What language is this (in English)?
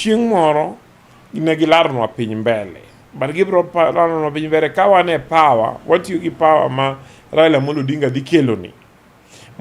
Luo (Kenya and Tanzania)